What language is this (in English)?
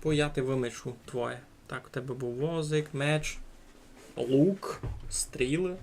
Rusyn